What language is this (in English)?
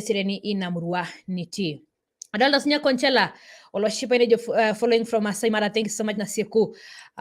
Masai